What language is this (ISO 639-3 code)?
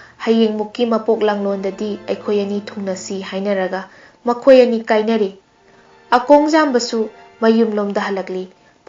mni